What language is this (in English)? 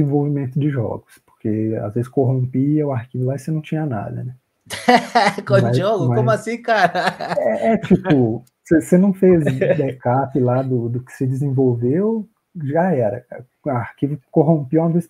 Portuguese